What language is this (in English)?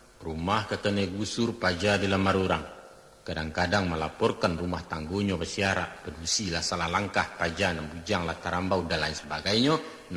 Minangkabau